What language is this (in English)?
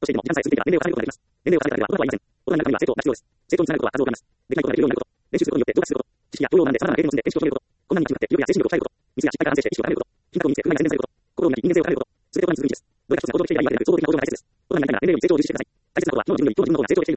Japanese